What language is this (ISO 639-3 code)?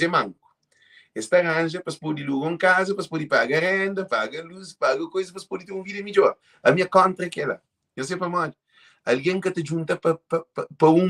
kea